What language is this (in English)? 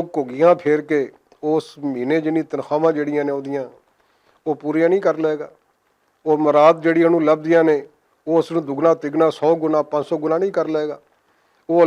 Western Panjabi